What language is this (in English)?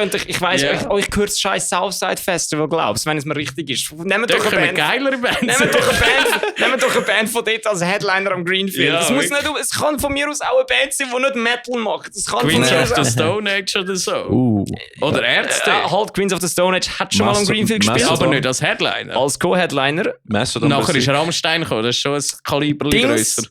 Swiss German